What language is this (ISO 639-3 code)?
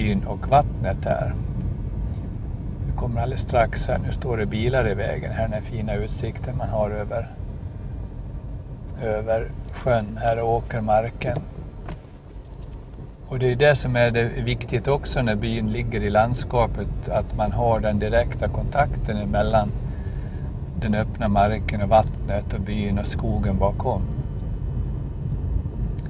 swe